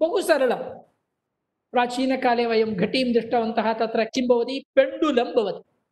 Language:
Sanskrit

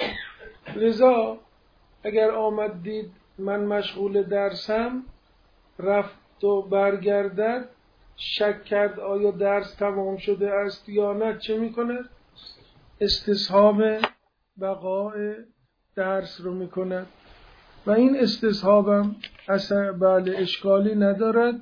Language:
Persian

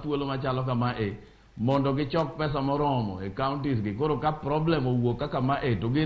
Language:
Luo (Kenya and Tanzania)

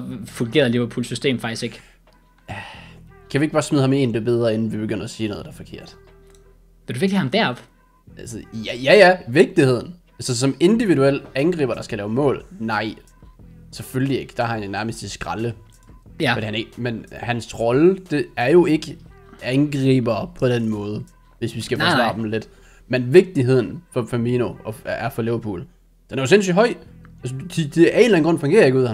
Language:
Danish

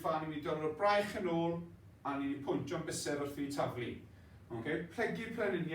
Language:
Welsh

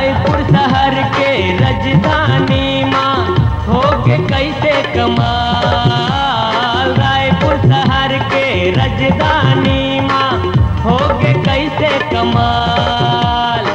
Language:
Chhattisgarhi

